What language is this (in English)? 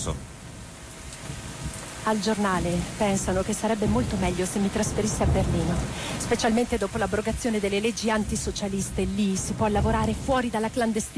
Italian